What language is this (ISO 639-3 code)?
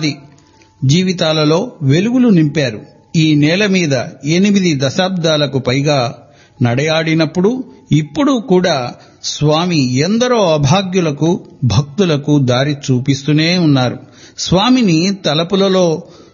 tel